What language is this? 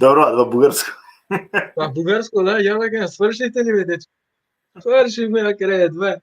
Balkan Romani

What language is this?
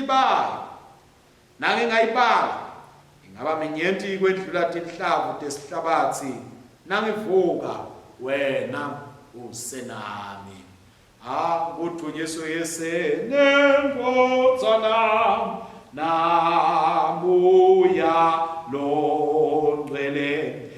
Swati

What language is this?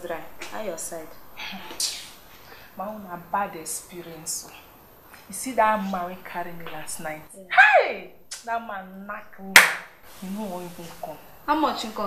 Nigerian Pidgin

